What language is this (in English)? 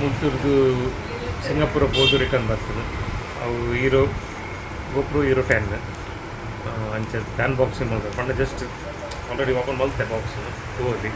Tulu